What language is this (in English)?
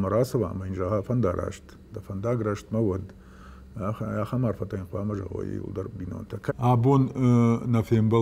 Ossetic